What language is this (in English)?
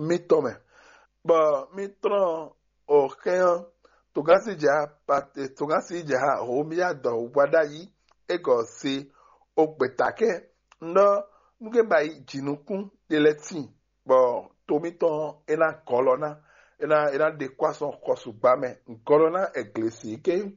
Fon